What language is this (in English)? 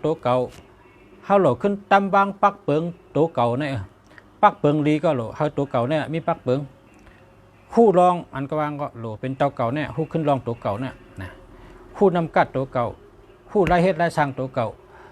Shan